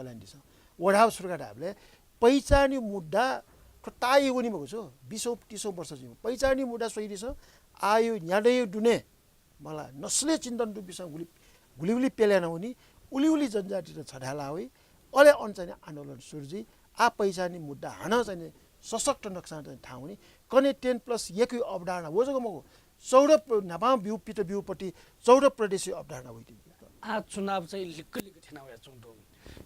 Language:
Newari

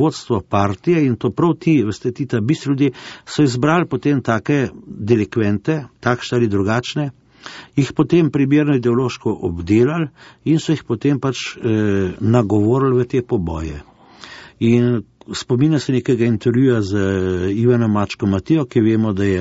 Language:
Slovenian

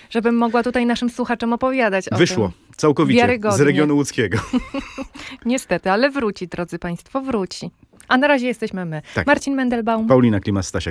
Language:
Polish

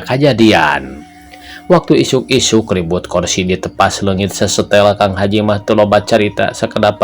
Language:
Sundanese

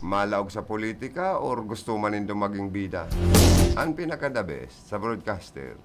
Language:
Bikol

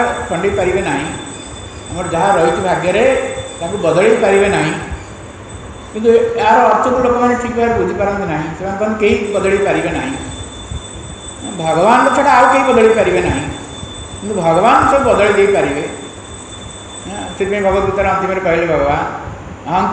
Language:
Odia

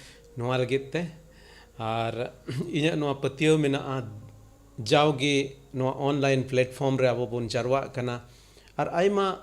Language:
Santali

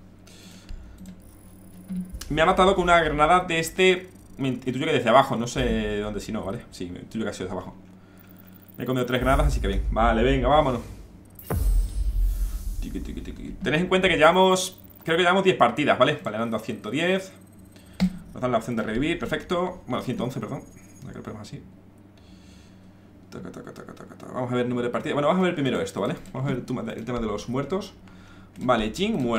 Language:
Spanish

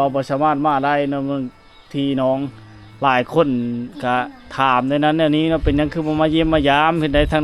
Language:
Lao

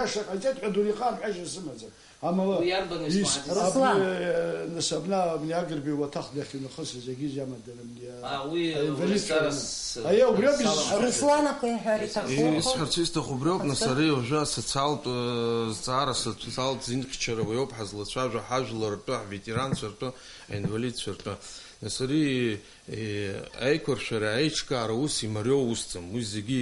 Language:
Abkhazian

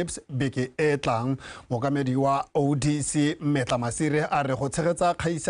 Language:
Tswana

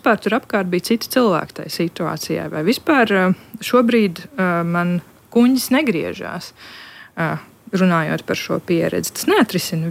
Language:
Latvian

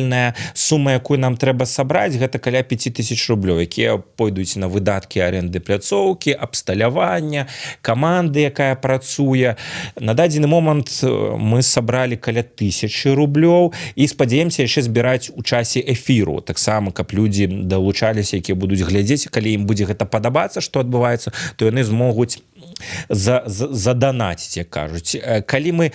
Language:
Belarusian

